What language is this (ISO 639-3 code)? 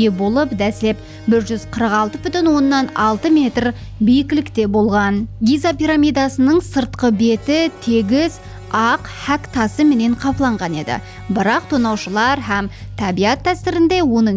kaa